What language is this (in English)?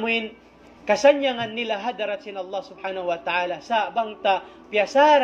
Tausug